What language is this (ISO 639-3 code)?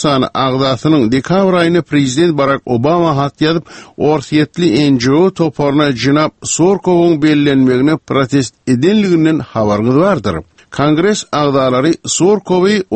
tuk